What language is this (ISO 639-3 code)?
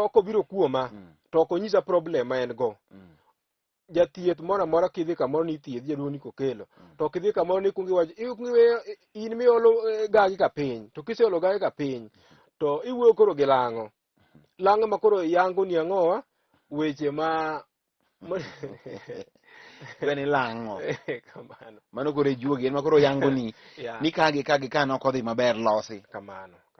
luo